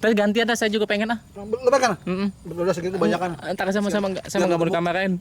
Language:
Betawi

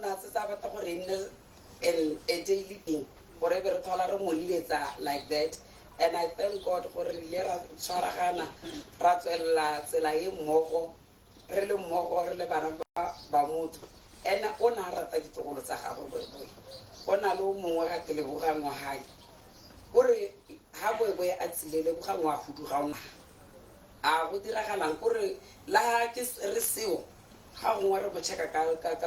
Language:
Tswana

